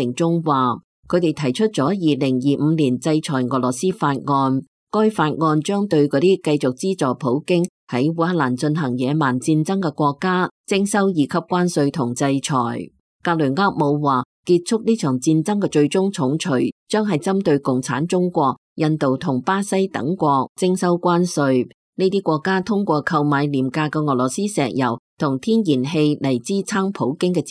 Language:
Cantonese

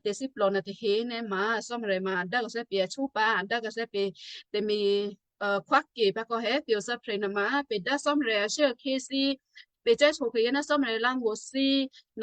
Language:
Western Kayah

